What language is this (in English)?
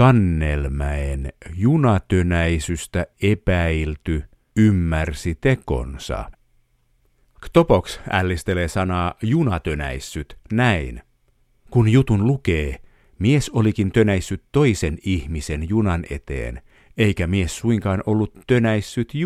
Finnish